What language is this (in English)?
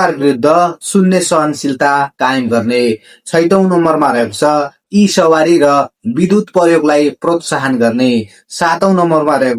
Nepali